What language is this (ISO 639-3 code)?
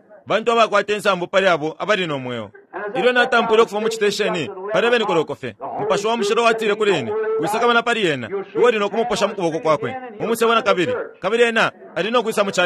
bem